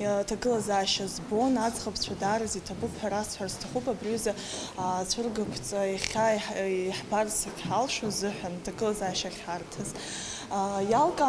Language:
Abkhazian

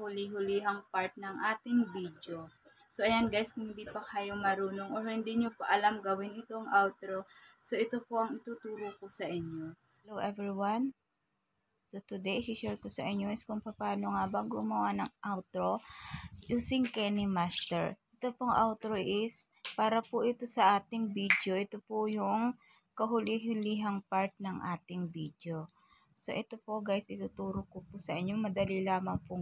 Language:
Filipino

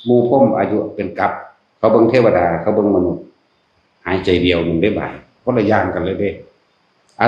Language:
Northeastern Thai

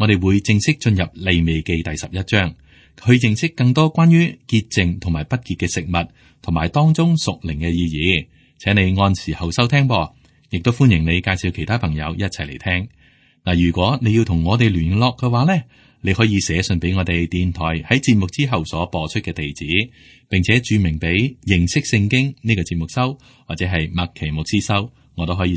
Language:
Cantonese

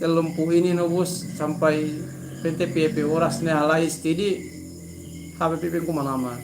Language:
Yakan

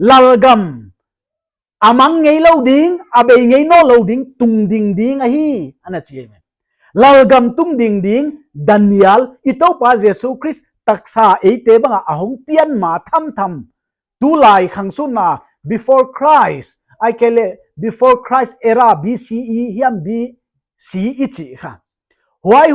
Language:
Paite Chin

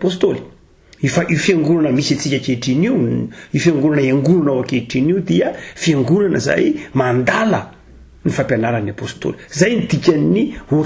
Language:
Malagasy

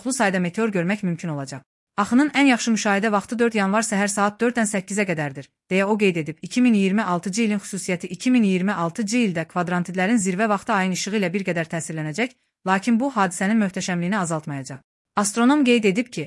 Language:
Azerbaijani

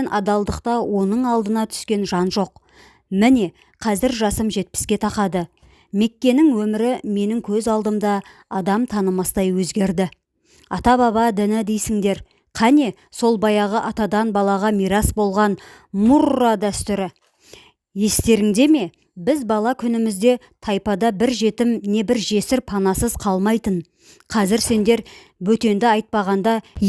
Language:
Kazakh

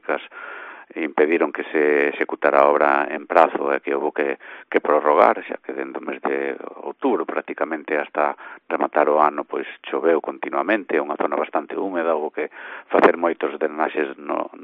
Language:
Galician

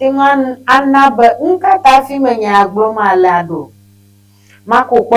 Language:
Ewe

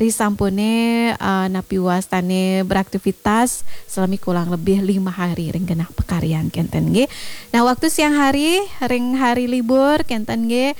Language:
Balinese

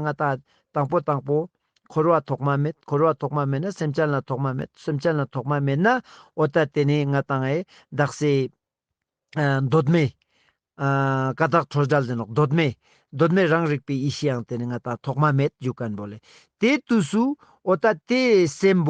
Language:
Ladakhi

